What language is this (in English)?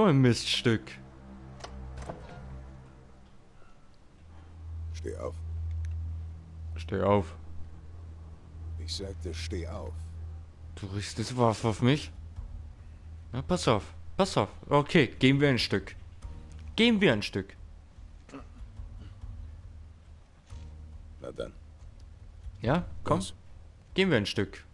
German